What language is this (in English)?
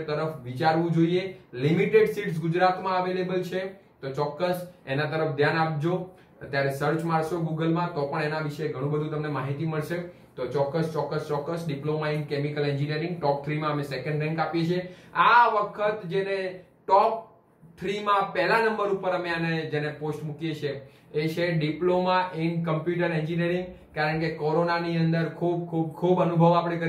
Gujarati